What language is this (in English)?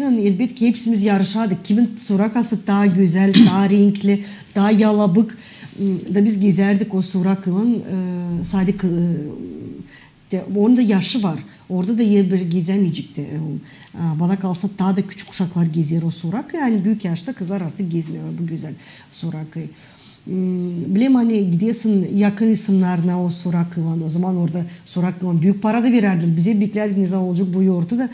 Gagauz